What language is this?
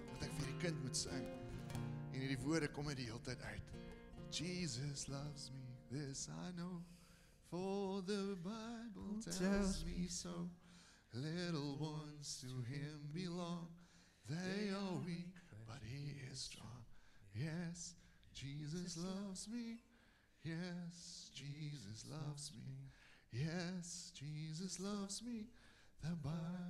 Afrikaans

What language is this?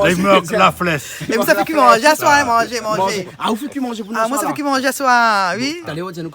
Réunion Creole French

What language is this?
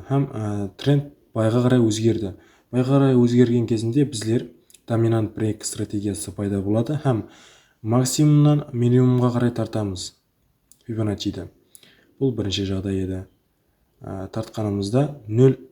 Kara-Kalpak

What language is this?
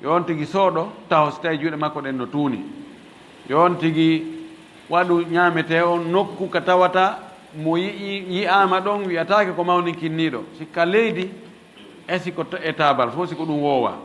Fula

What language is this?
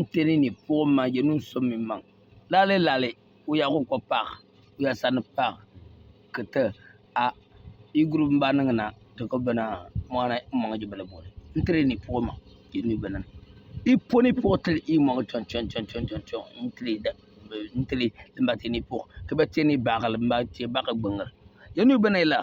Bimoba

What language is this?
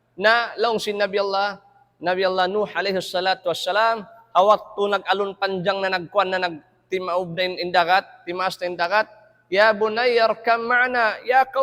Tausug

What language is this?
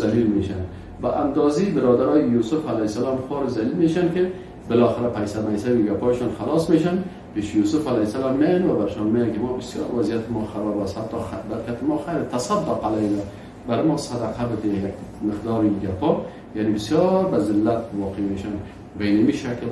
Persian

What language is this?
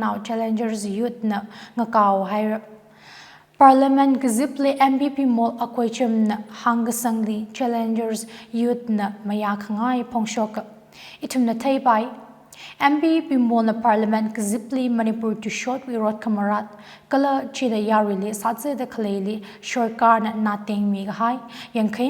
Tangkhul Naga (India)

